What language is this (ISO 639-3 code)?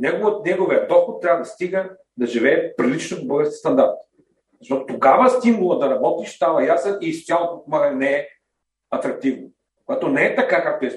bul